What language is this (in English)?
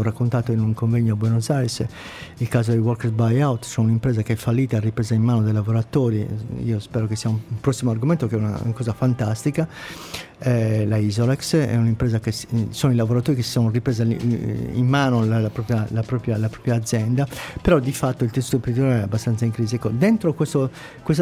Italian